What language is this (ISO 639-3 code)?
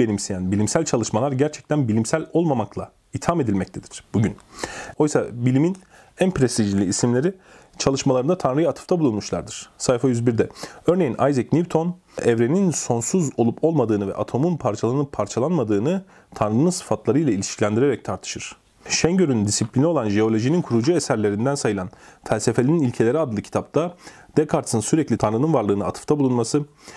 tur